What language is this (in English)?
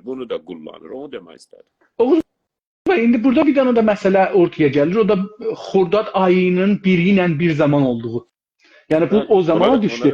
South Azerbaijani